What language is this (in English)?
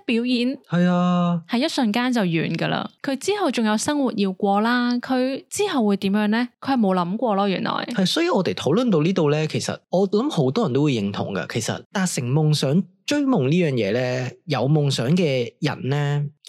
Cantonese